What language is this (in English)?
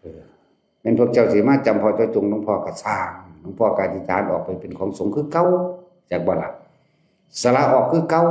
Northeastern Thai